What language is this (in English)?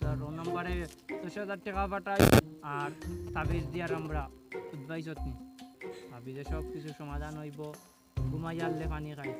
Sylheti